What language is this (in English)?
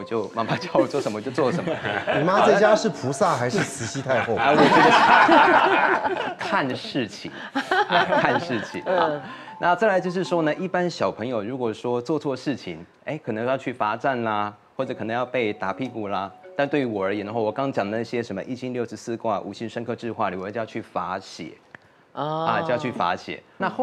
Chinese